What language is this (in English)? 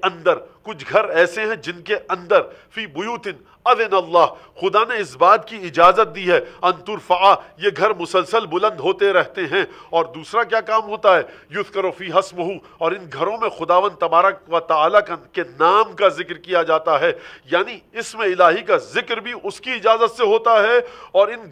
Urdu